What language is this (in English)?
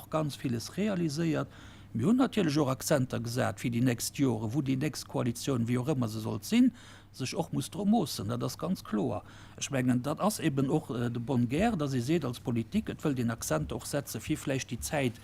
Luxembourgish